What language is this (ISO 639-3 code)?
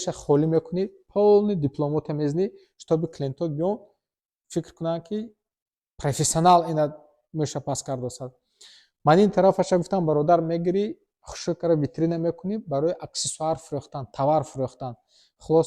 tgk